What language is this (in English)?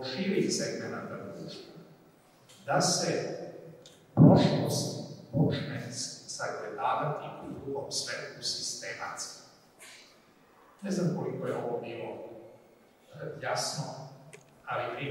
Serbian